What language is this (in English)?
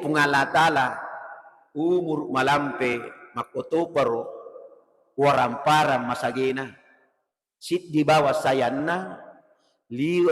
Buginese